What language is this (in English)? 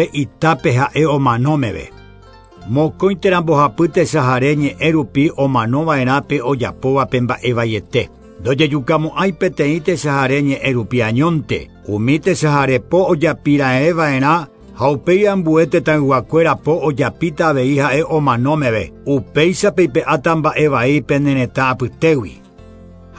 Guarani